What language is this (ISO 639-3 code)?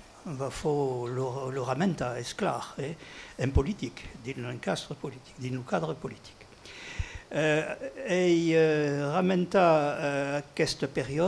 oci